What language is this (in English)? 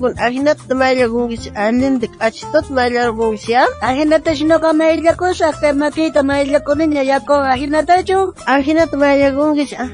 South Bolivian Quechua